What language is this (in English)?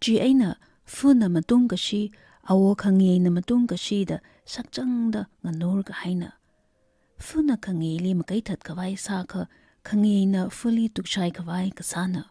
Tangkhul Naga (India)